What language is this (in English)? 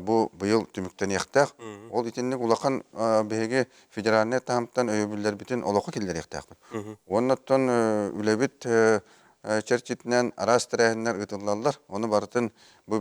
Yakut